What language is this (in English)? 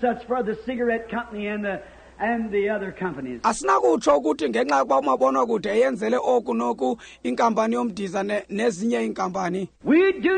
Xhosa